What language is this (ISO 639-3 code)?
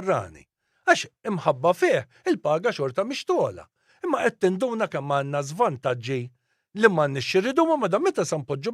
mlt